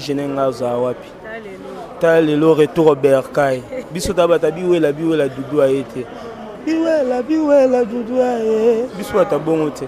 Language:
Lingala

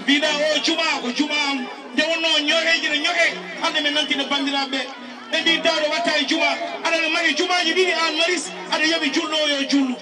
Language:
Fula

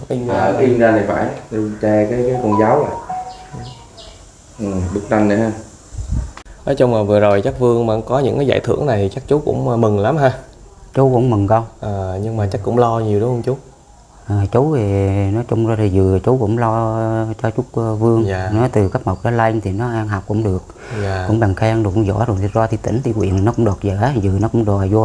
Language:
Vietnamese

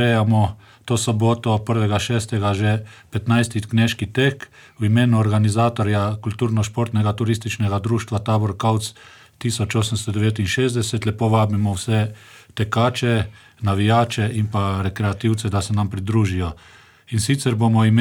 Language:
Slovenian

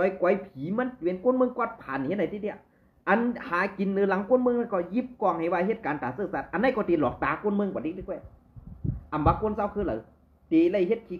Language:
Shan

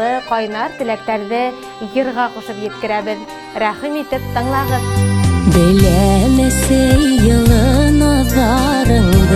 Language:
Bashkir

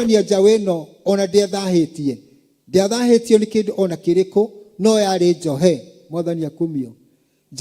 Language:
Kikuyu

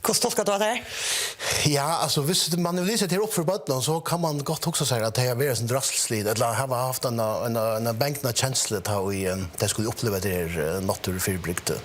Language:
Faroese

